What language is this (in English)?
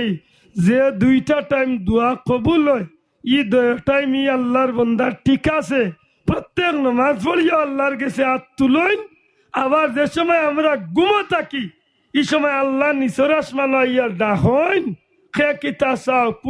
Sylheti